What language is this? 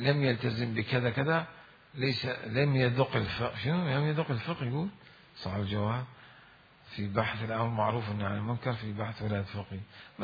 Mesopotamian Arabic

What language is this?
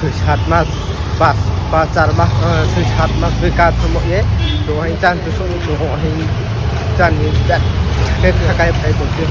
Riang (India)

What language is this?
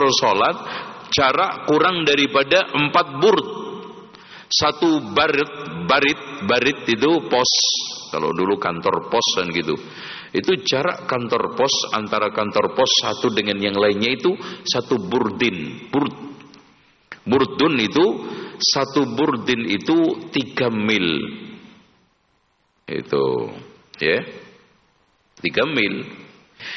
Indonesian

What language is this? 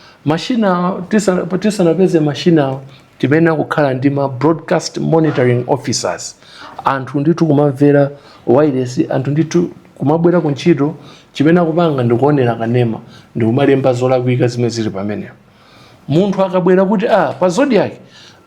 Nyanja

